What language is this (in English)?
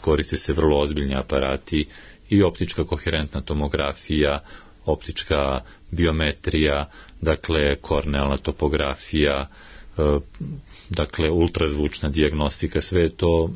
Serbian